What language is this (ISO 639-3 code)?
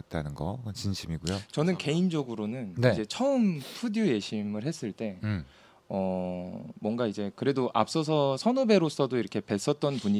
kor